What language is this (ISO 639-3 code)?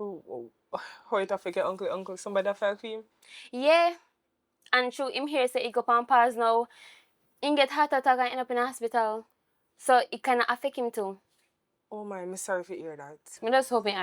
jam